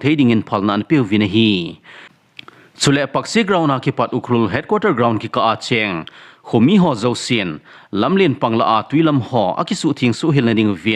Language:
Thado Chin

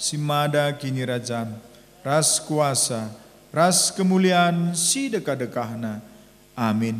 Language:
Batak Karo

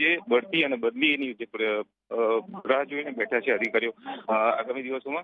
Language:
Gujarati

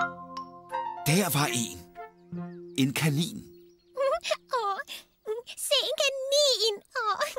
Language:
Danish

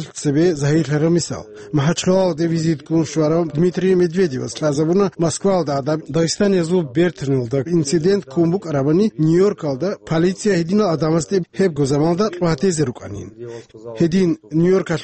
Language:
Avaric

